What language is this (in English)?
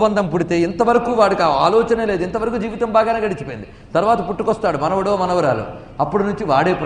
Telugu